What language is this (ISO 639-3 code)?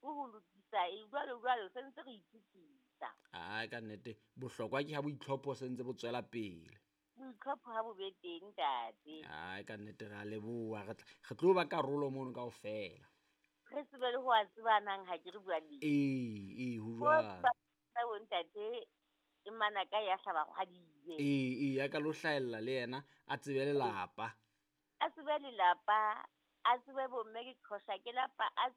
sot